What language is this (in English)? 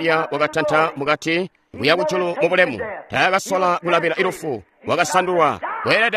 Tonga (Zambia)